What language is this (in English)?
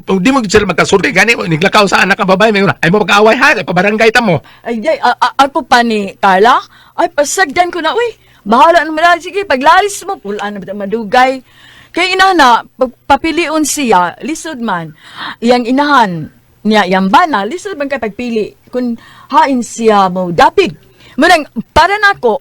Cebuano